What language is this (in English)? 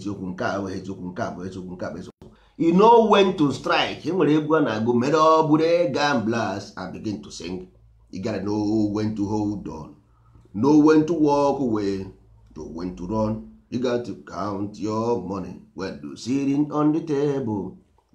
Igbo